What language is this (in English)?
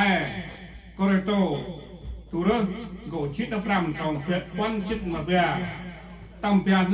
Central Mnong